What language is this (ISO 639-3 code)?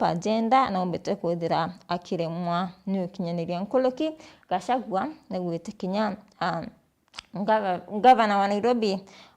mer